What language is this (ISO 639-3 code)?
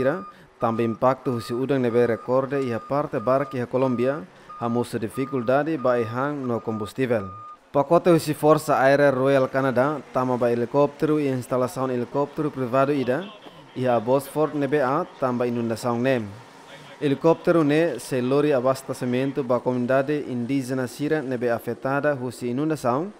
tet